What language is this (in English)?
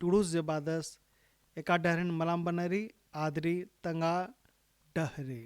Kurukh